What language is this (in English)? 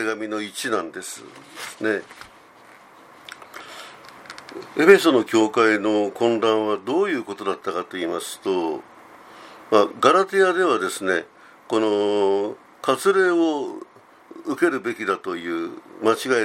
Japanese